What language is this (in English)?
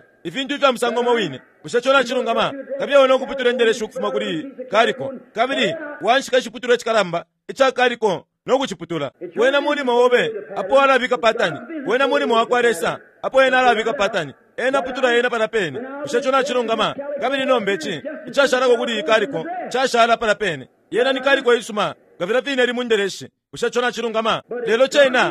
Bemba